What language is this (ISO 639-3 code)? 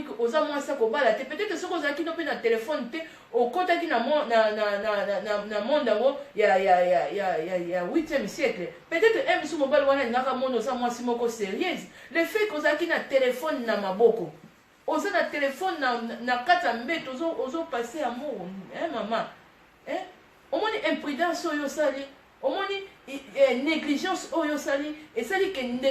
lin